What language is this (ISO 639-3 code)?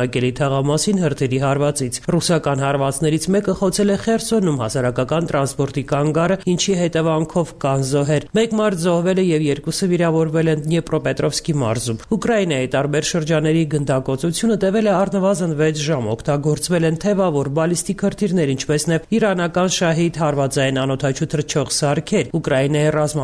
hye